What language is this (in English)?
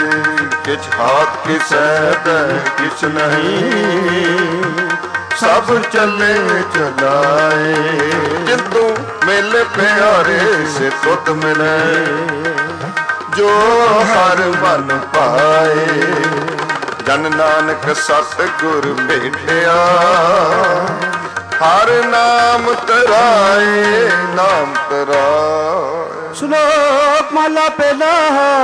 Punjabi